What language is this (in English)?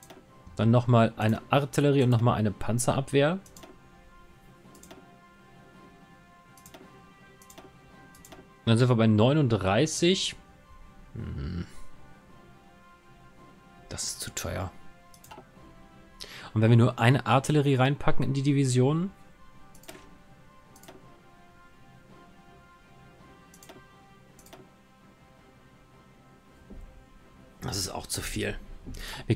German